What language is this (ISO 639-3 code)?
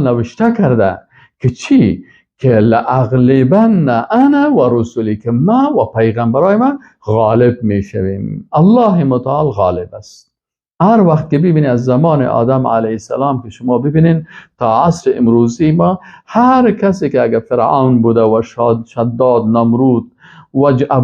fas